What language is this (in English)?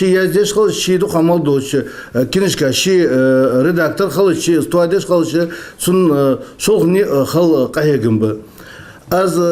Ingush